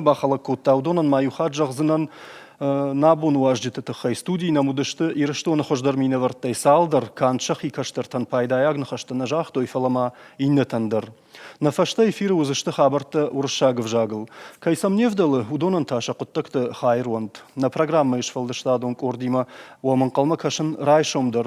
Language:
Ossetic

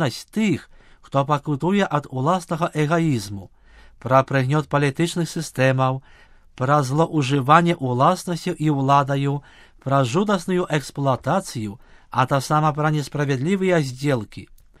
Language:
Belarusian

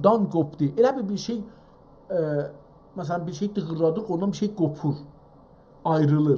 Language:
South Azerbaijani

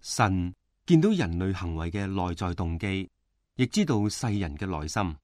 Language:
Cantonese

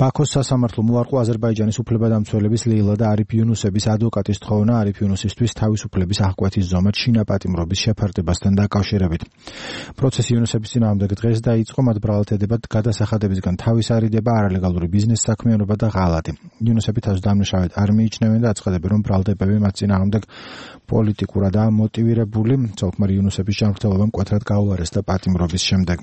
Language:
Georgian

